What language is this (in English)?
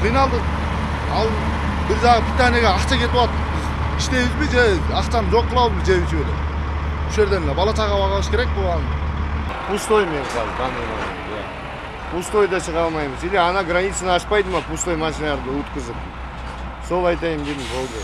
Kyrgyz